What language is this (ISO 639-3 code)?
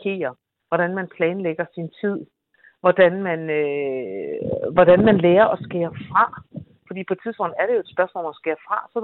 dan